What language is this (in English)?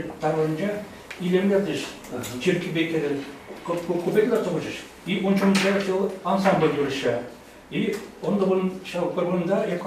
Chuvash